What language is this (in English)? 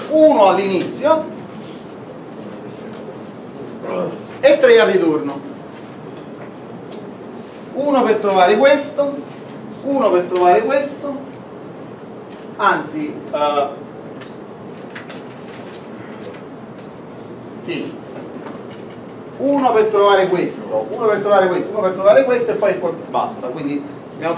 Italian